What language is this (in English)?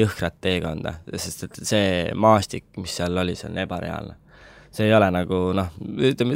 Estonian